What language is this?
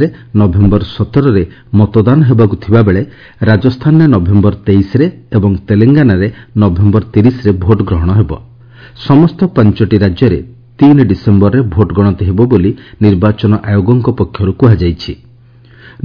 Odia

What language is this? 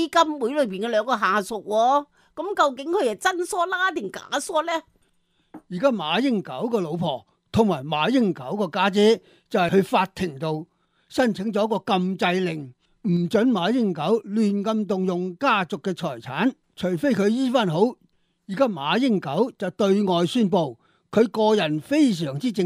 Cantonese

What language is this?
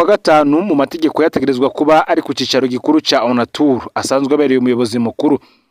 Rundi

